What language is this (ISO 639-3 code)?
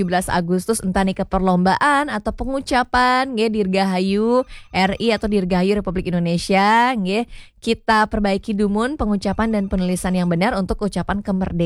ban